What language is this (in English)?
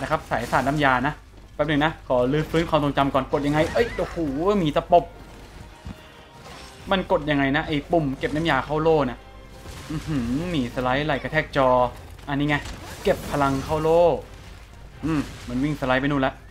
Thai